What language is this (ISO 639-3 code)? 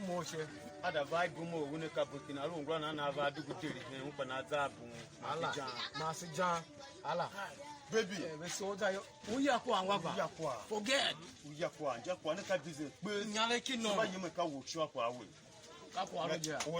tiv